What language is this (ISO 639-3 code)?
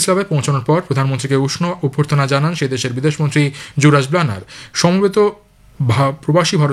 ben